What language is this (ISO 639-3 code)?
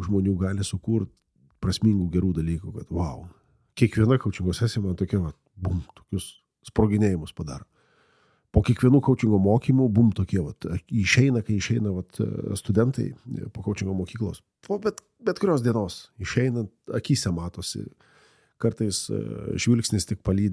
lit